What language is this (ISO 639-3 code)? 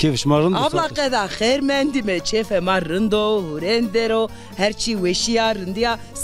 zza